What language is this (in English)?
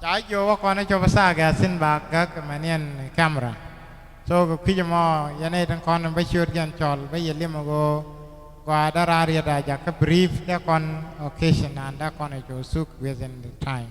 Nuer